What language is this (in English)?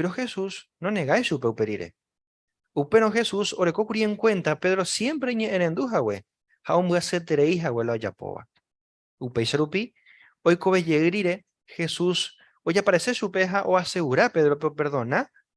Guarani